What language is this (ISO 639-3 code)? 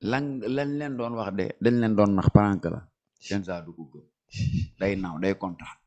wol